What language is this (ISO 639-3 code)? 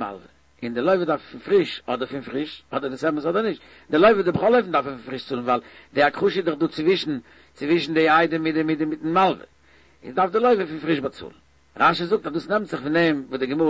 yid